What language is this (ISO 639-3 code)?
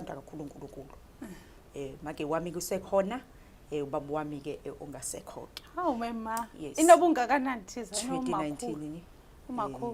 zul